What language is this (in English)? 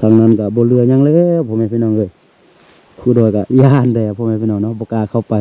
Lao